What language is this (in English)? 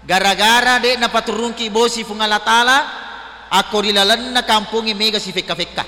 Buginese